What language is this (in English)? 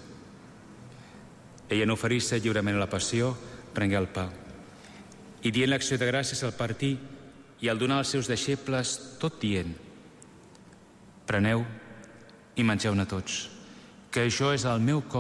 Catalan